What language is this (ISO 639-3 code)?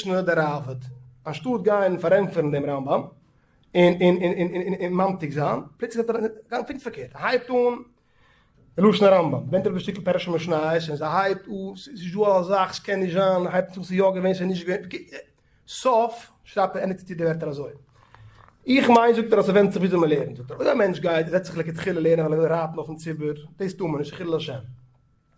yid